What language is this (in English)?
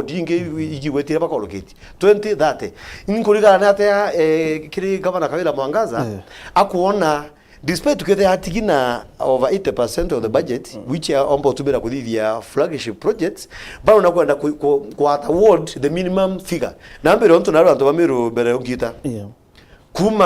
Meru